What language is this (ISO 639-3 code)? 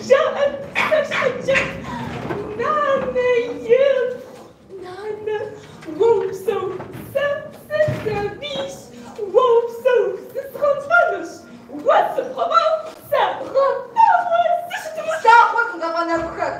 kbd